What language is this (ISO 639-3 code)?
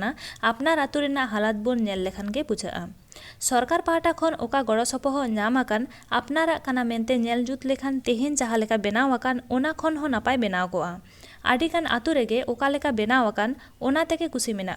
sat